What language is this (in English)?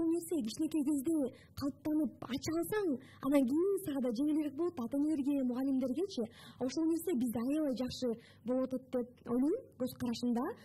Kyrgyz